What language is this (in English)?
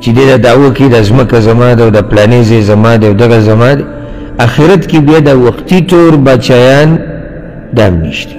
Pashto